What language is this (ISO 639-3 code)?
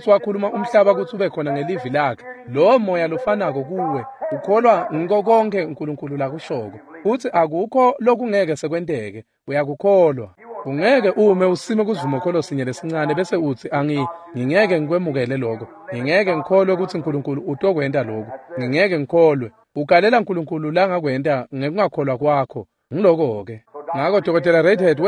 ssw